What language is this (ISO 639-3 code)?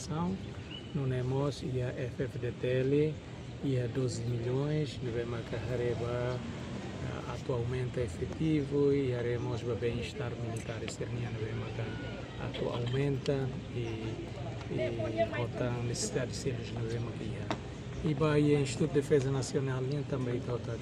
tet